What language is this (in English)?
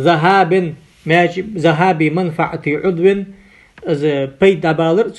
Ingush